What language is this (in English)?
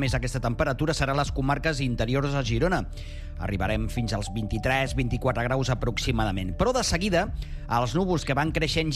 Catalan